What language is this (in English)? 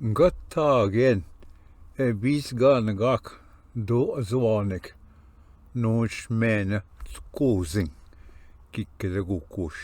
Ojibwa